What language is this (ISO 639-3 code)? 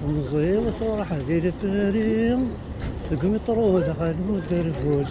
kab